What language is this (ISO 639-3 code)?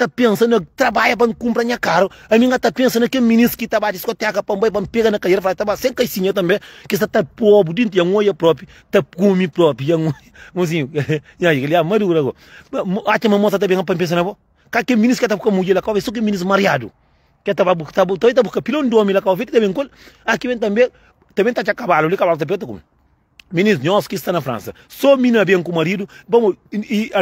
kea